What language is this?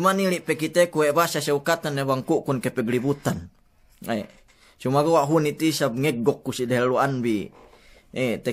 Yakan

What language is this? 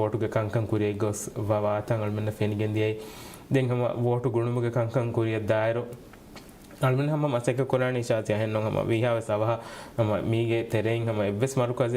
Divehi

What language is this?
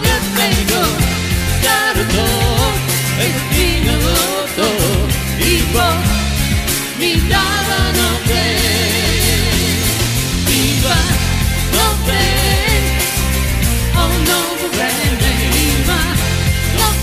Bulgarian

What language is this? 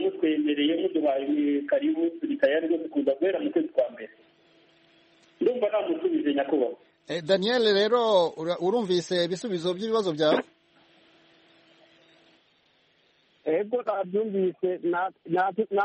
Kinyarwanda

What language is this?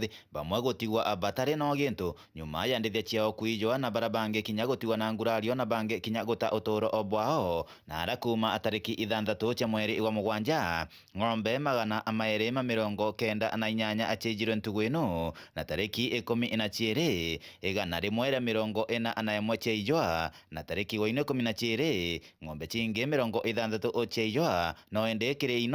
Meru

